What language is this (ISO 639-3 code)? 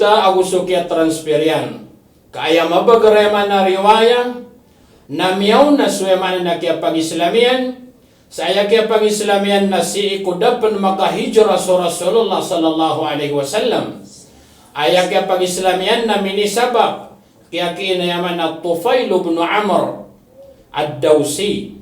mrw